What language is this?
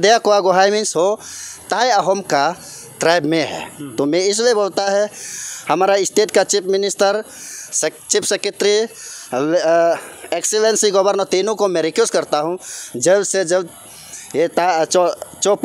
Hindi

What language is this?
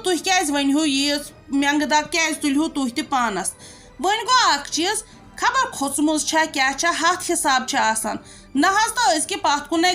Kashmiri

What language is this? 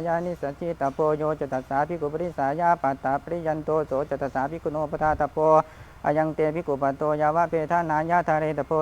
Pali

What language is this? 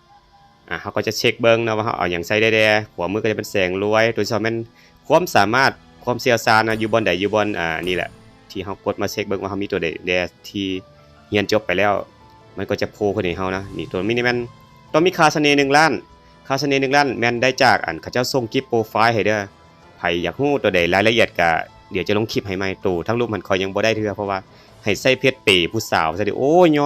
Lao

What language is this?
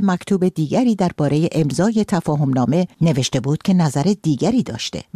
Persian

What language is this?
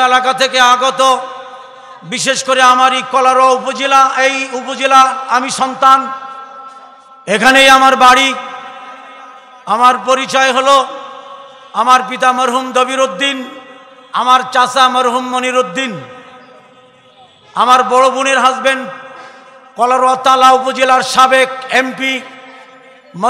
Bangla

